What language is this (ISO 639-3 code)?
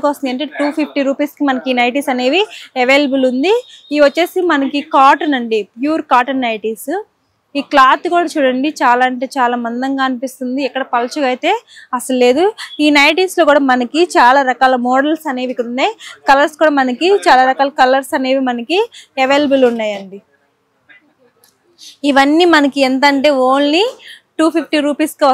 tel